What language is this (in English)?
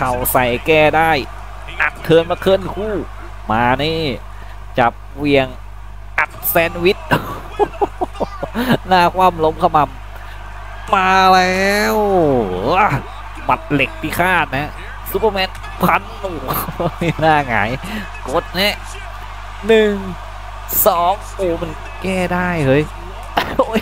Thai